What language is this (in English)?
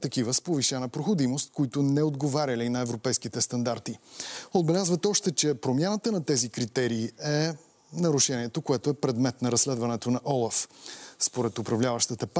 Bulgarian